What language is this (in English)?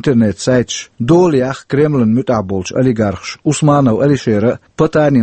Chechen